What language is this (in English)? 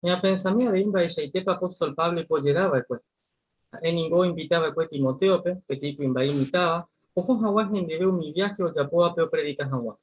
Guarani